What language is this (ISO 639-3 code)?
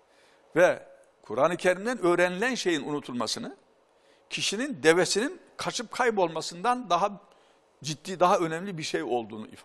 tur